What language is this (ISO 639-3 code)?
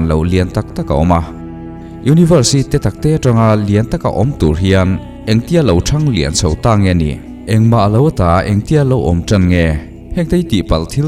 lus